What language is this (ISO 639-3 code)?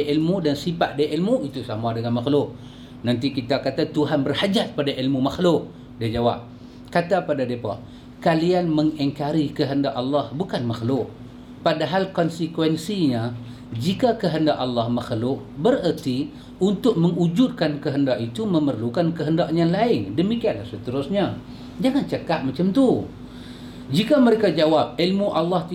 msa